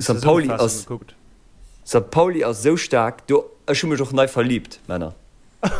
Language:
Luxembourgish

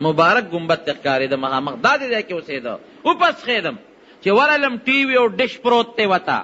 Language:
Pashto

